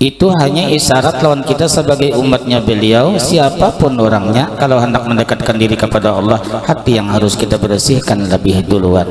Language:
Banjar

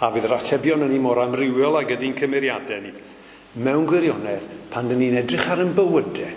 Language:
Welsh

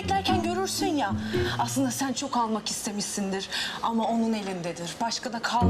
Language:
Turkish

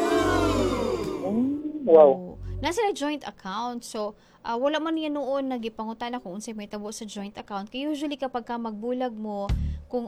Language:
Cebuano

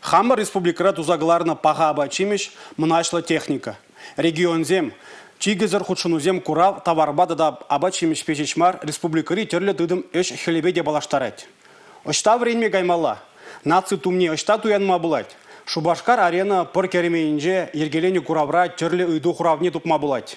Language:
Chuvash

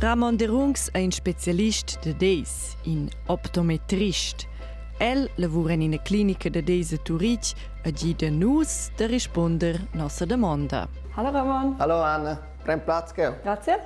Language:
Romansh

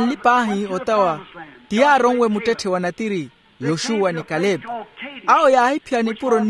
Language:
Makhuwa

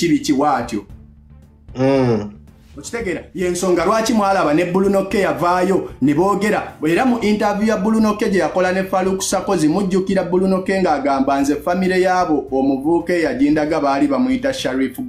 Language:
Ganda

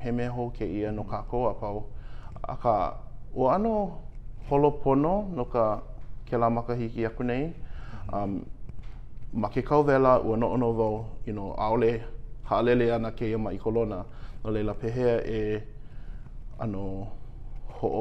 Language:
Hawaiian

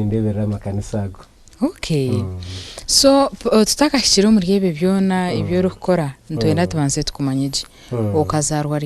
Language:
Nyankole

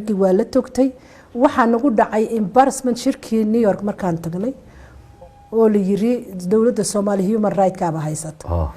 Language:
Somali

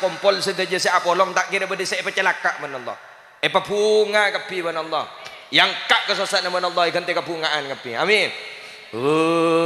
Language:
Madurese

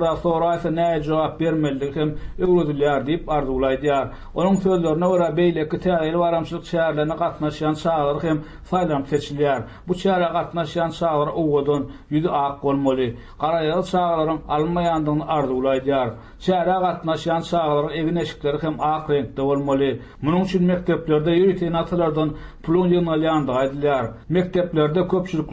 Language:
Turkmen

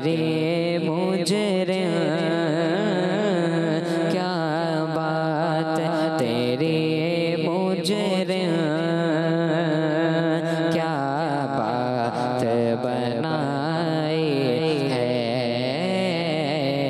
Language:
Urdu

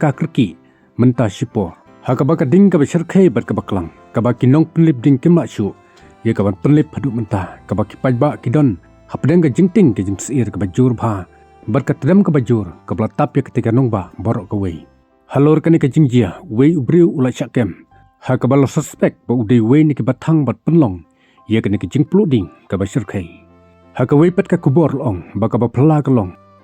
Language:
Khasi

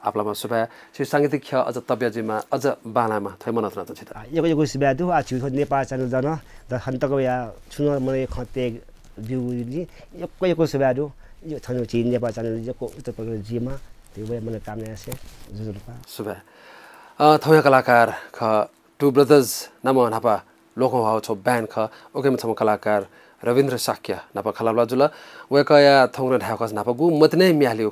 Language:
Newari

